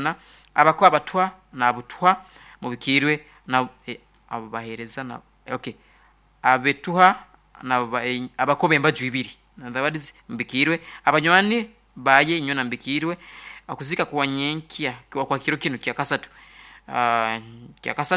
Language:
Nyoro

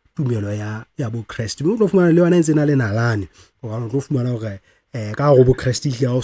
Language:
Southern Sotho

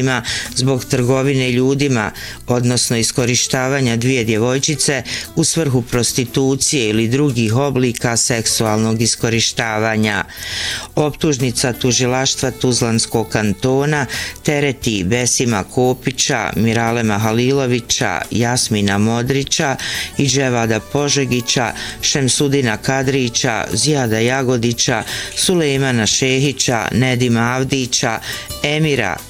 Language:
Bosnian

